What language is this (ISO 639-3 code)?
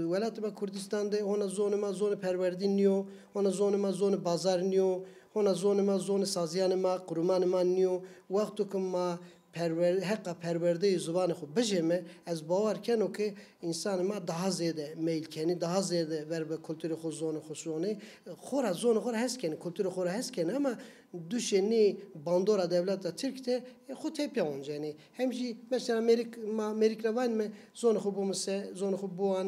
zza